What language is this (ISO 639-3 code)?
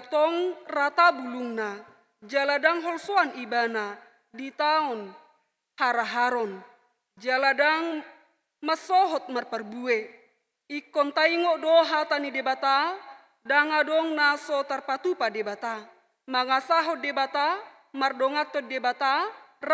bbc